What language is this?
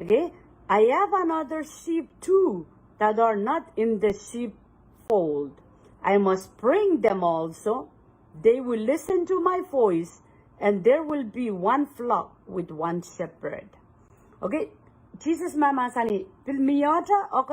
Pohnpeian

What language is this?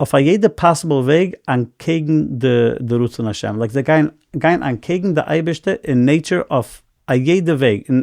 Yiddish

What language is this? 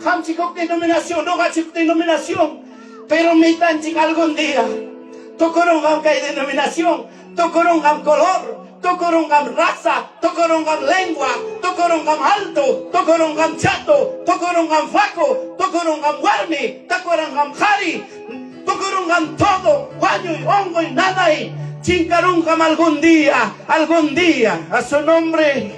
Ayacucho Quechua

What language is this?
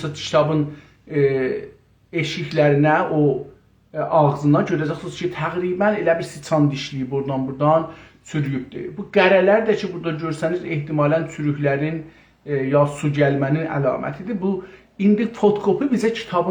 South Azerbaijani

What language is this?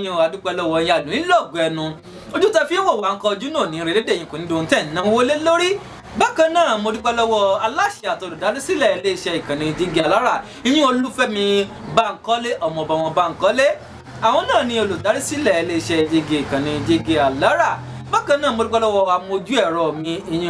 Yoruba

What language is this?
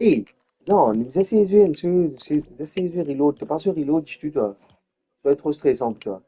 Morisyen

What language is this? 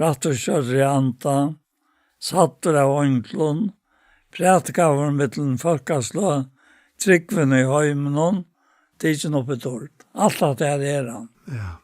Faroese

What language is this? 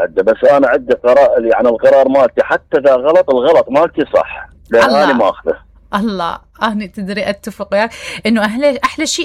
Mesopotamian Arabic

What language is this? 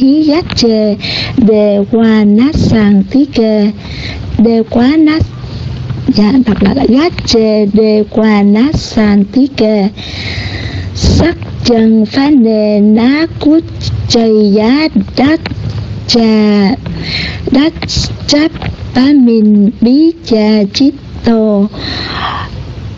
Vietnamese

